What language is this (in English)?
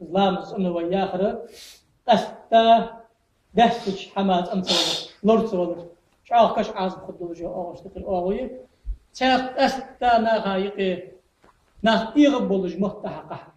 Ingush